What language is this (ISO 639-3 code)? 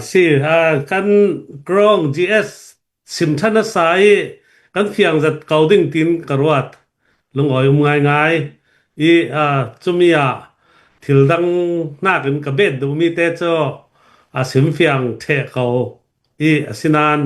cnh